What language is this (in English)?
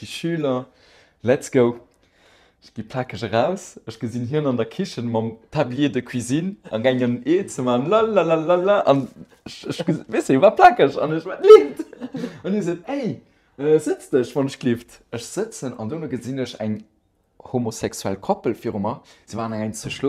Luxembourgish